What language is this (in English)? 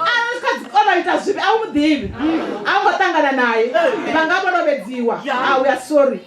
Venda